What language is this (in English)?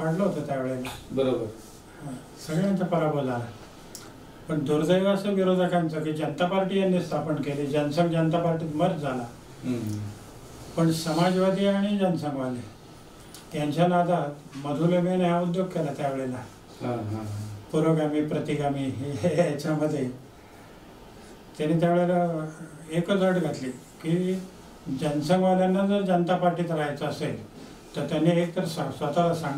Marathi